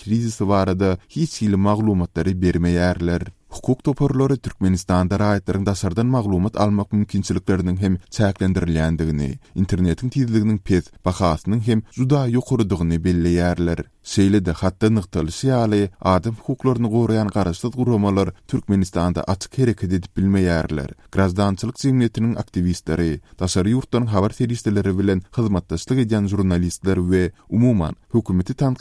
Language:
Turkmen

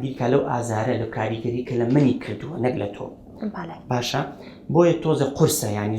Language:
Central Kurdish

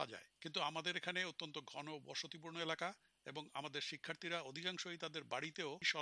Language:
Bangla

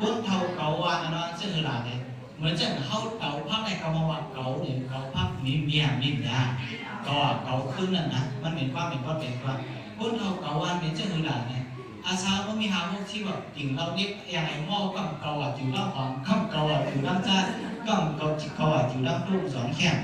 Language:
Shan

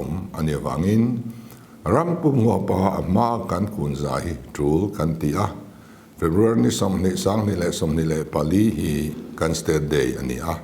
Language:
Mizo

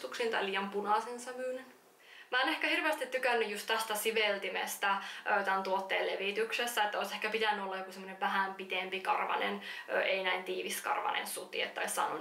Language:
Finnish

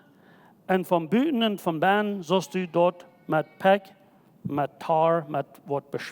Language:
Plautdietsch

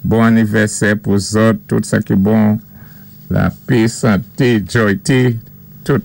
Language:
Saint Lucian Creole French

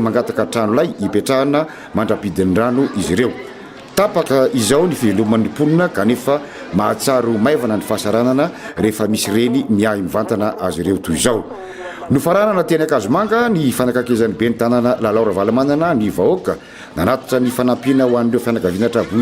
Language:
Malagasy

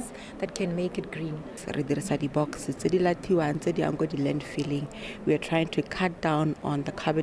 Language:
Tswana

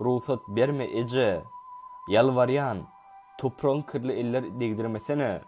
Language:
Turkmen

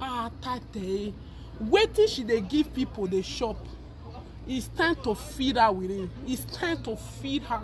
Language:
Nigerian Pidgin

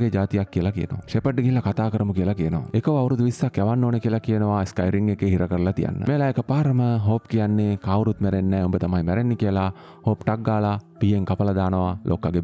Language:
Sinhala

